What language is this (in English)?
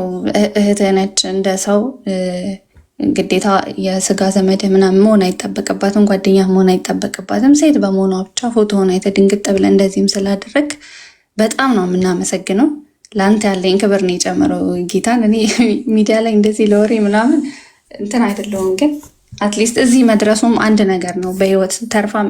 Amharic